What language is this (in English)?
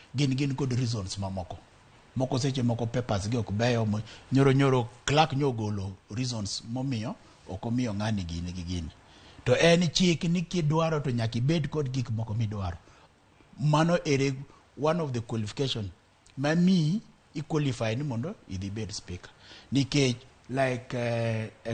Luo (Kenya and Tanzania)